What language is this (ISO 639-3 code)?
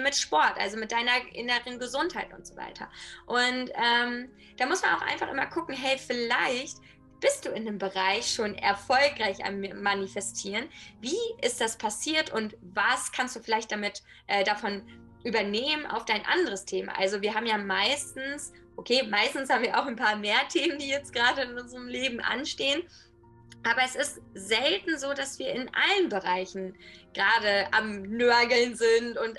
deu